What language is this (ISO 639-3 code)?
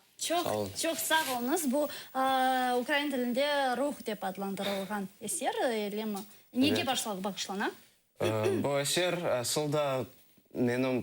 crh